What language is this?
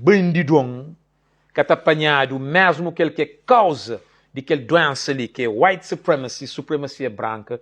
Kabuverdianu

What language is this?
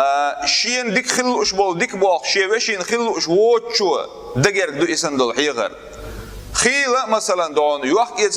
Chechen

